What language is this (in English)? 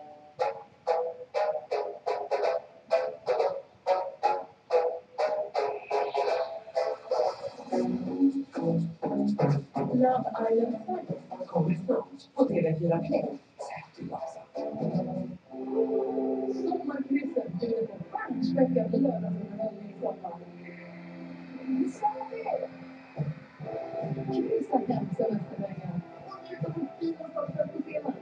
Swedish